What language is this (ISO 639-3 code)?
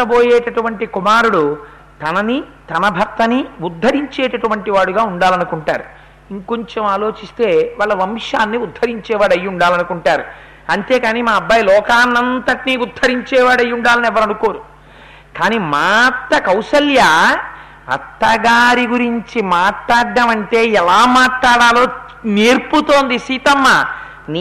tel